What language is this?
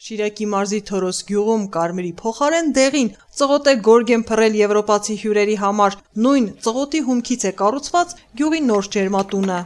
Armenian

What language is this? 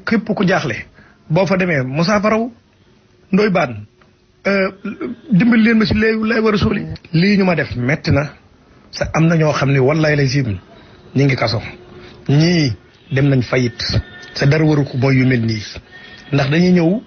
Wolof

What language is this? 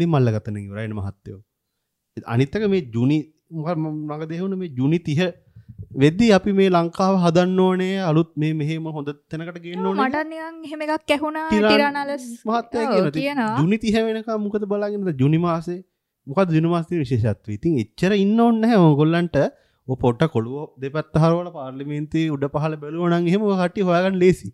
Sinhala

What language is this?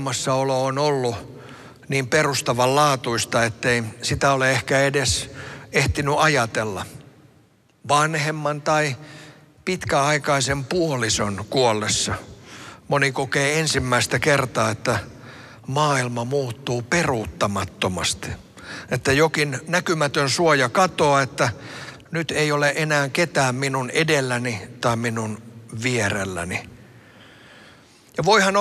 Finnish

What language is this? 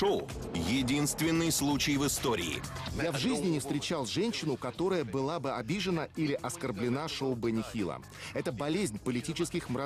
Russian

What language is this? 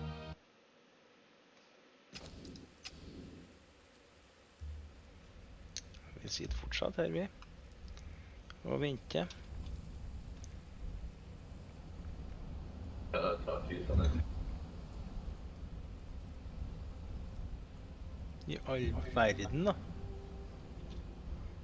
Norwegian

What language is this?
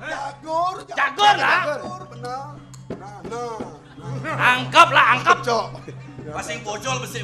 Balinese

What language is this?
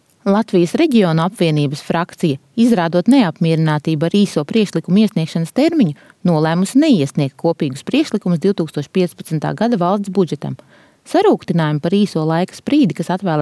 Latvian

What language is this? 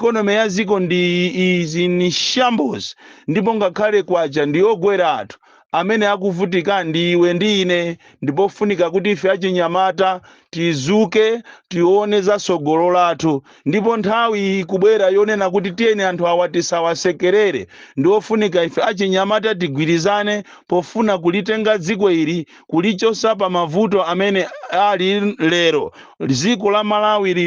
Nyanja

